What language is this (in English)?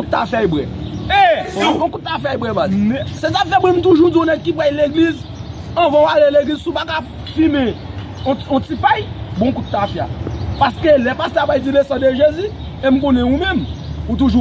Haitian Creole